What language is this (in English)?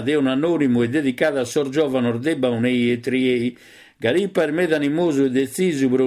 Sardinian